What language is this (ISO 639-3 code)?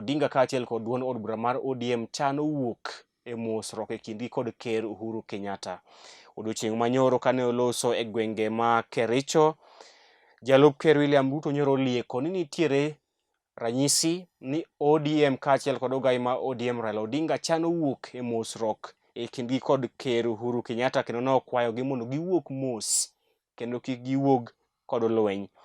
luo